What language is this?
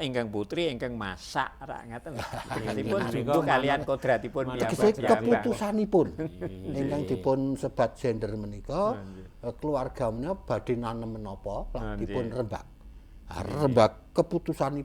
Javanese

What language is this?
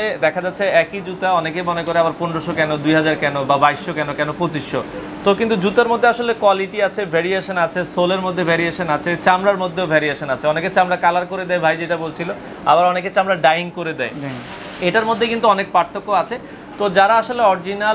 Bangla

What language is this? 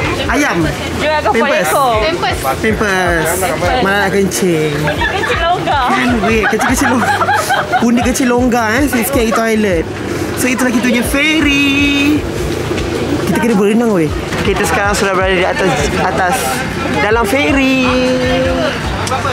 Malay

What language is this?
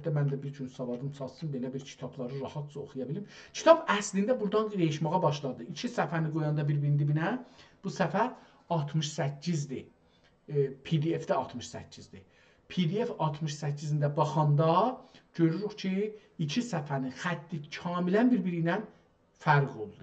South Azerbaijani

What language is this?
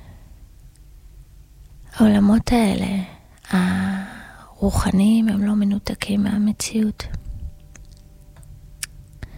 Hebrew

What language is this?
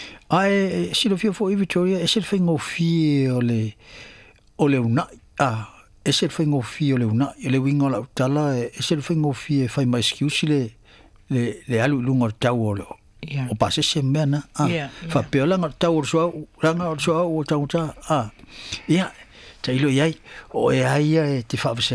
Samoan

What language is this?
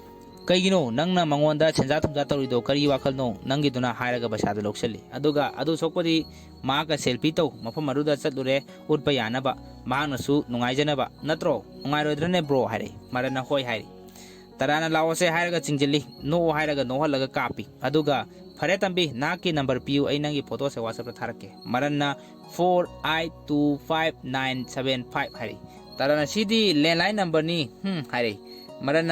Manipuri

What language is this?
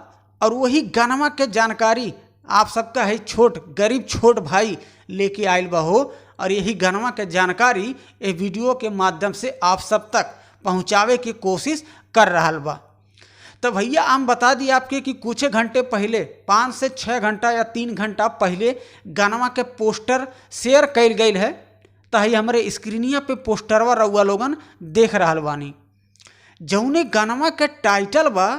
Bhojpuri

